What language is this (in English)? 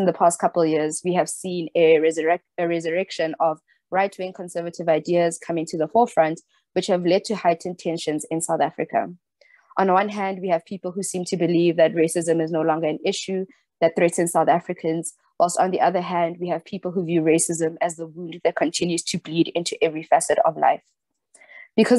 English